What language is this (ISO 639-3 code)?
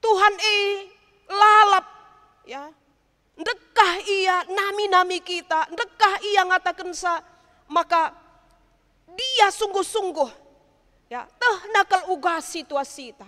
btx